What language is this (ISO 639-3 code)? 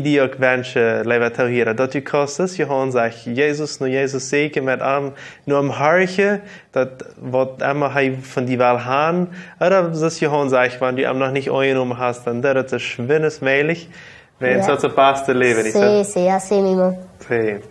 pdt